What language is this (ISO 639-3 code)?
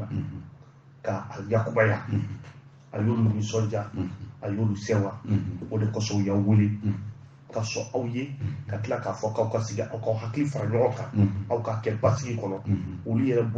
bam